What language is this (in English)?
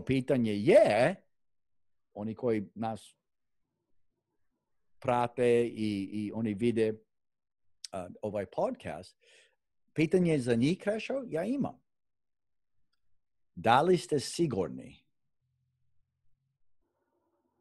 Croatian